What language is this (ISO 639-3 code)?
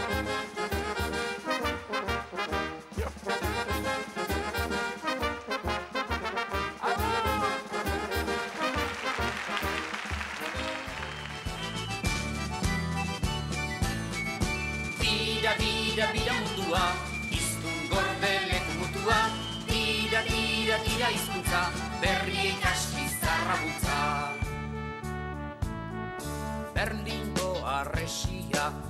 eus